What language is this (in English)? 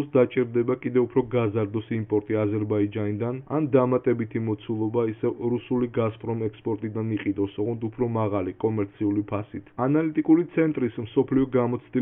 Georgian